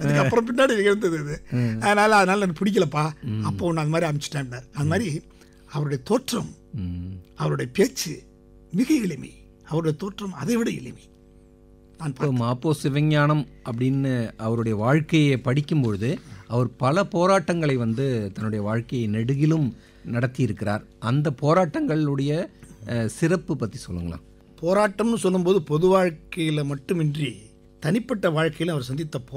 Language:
Tamil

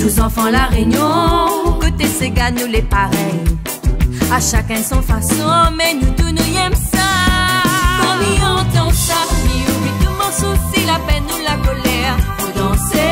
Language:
Réunion Creole French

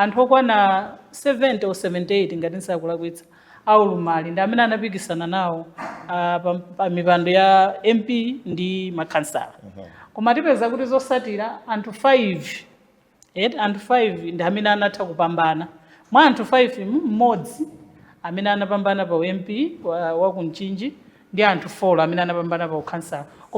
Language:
Nyanja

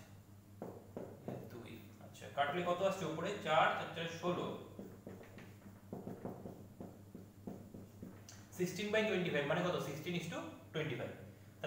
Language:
Bangla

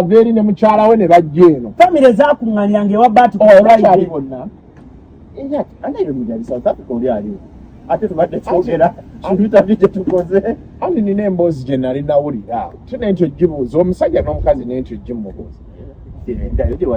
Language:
Ganda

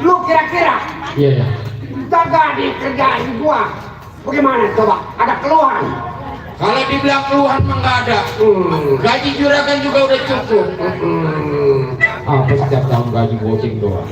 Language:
Betawi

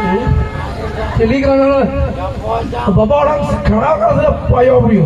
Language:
Santali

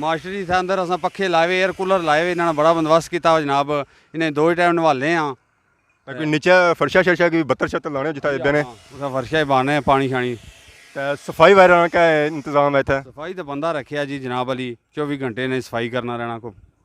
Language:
Pahari-Potwari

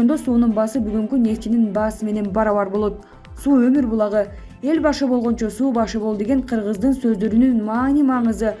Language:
Kyrgyz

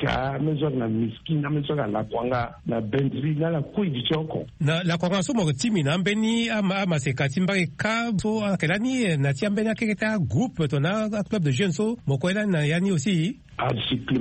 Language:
Sango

